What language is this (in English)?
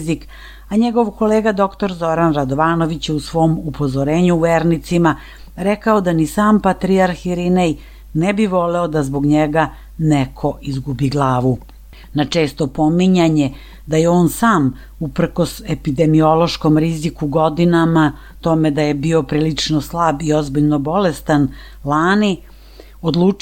Serbian